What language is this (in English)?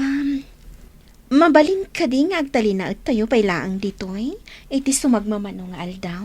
Iloko